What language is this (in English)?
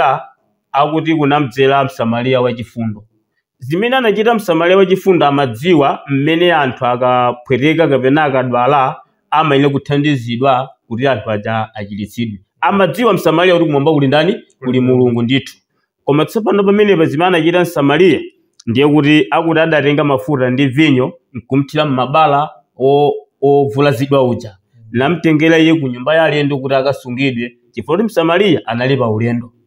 Nyanja